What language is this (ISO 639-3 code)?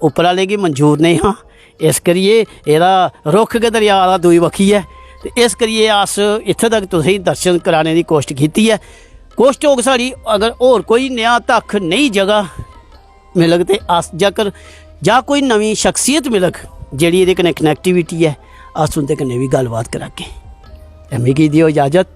doi